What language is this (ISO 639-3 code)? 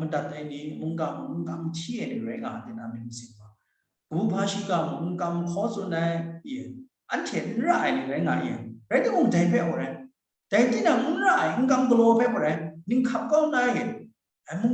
kac